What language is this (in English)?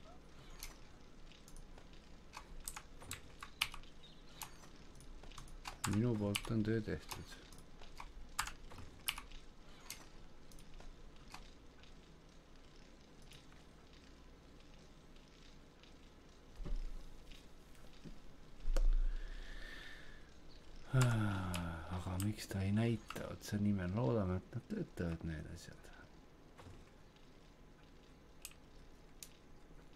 Estonian